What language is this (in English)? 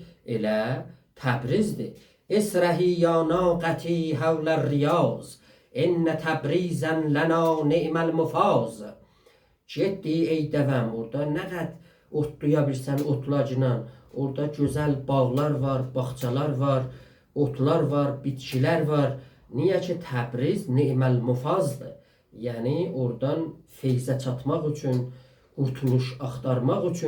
South Azerbaijani